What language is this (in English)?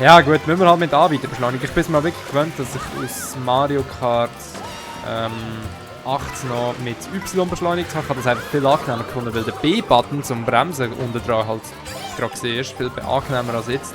Swiss German